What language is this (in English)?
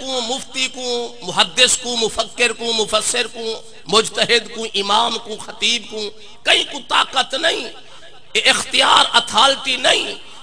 Saraiki